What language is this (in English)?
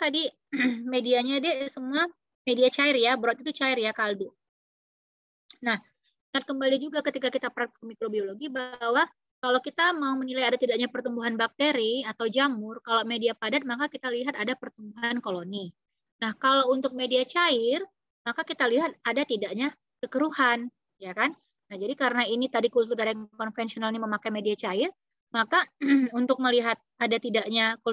Indonesian